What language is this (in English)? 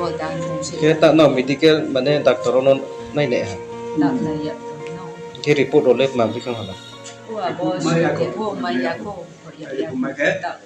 Riang (India)